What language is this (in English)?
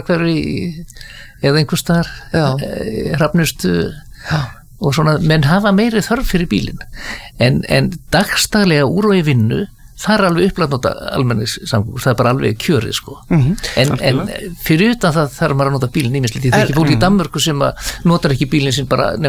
Icelandic